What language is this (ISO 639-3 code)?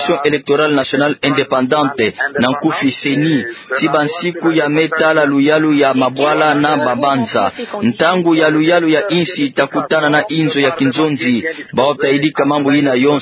ktu